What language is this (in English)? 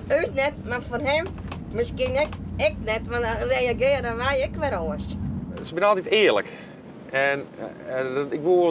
Western Frisian